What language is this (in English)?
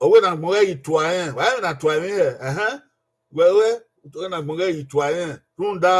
Bini